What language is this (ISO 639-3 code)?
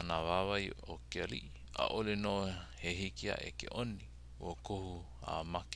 haw